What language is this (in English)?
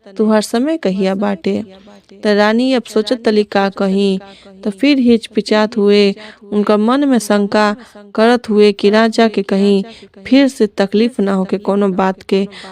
Bhojpuri